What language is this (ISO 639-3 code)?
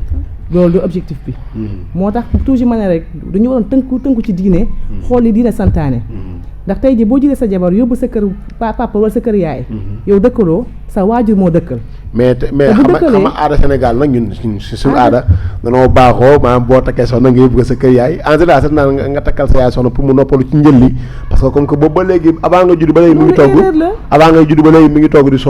wol